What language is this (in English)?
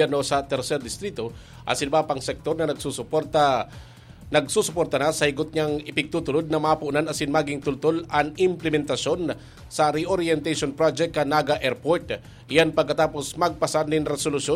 Bikol